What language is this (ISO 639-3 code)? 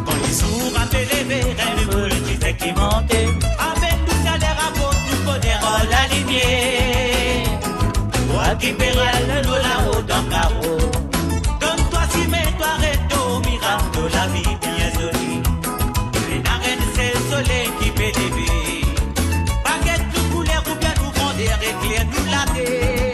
mfe